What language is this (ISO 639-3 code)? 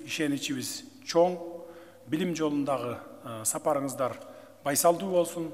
kir